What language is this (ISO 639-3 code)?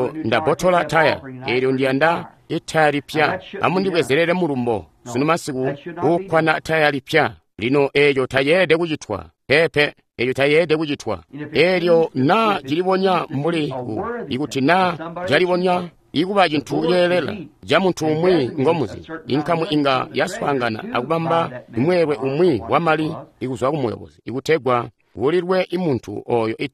toi